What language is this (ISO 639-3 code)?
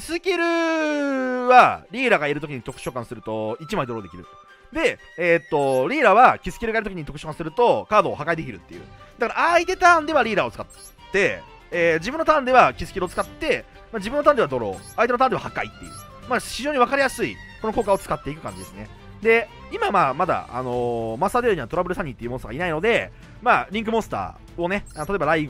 jpn